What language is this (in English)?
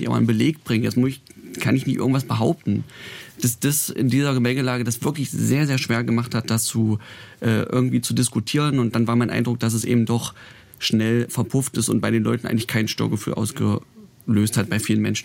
German